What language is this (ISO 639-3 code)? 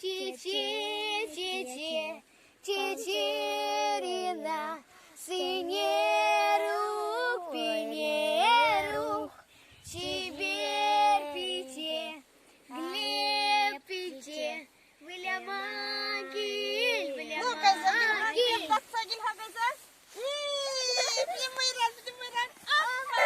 chv